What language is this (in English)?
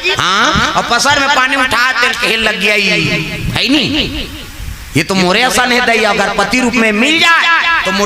Chhattisgarhi